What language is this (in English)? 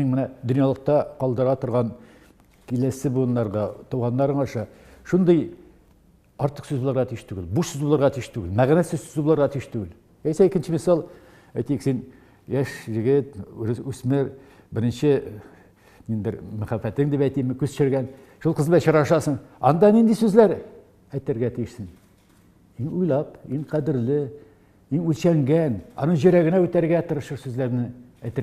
Tatar